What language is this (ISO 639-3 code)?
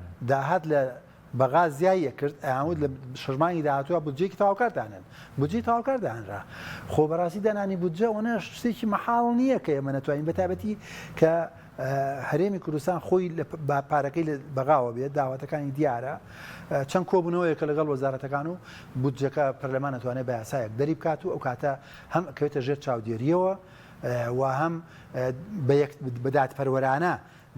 ckb